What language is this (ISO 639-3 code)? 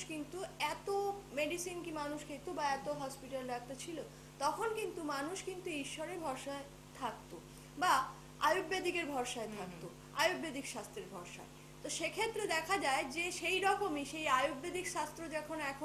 ben